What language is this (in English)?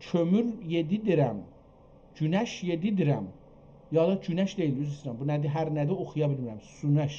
South Azerbaijani